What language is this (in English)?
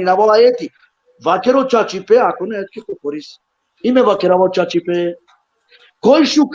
Balkan Romani